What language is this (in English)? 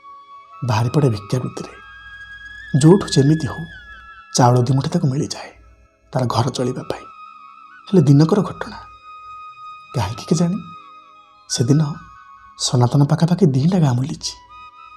Odia